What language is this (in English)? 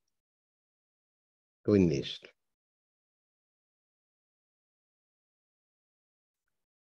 Estonian